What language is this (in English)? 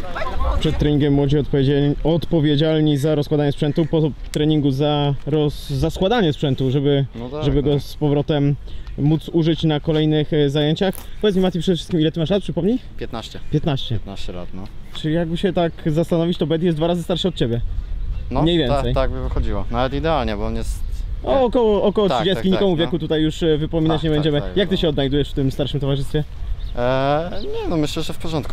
Polish